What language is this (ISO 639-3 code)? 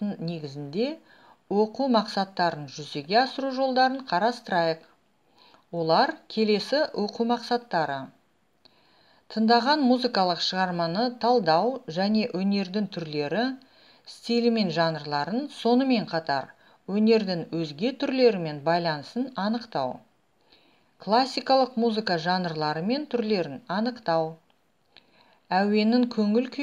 kaz